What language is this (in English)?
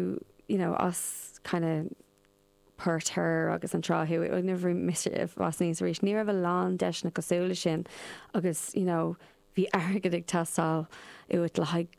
Irish